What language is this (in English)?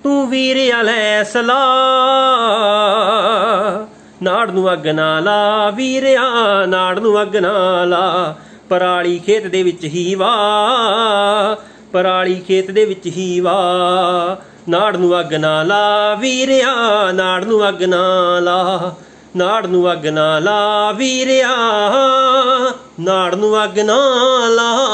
Punjabi